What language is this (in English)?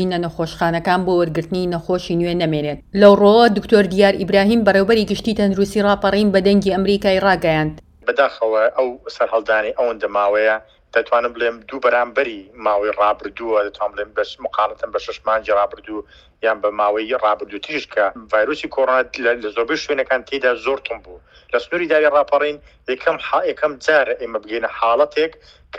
Central Kurdish